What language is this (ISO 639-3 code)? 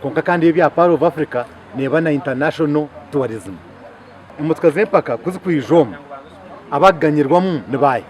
nyn